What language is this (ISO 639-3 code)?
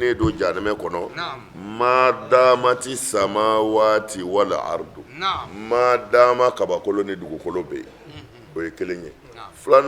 bam